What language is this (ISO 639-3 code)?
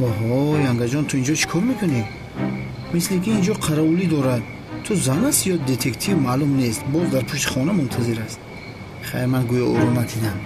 tgk